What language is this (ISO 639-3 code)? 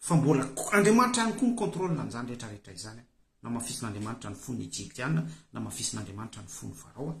mlg